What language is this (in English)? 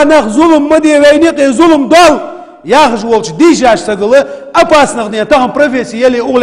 Ingush